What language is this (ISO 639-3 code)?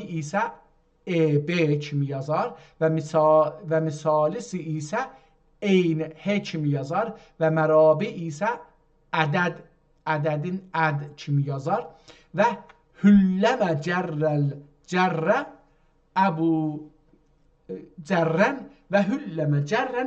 azb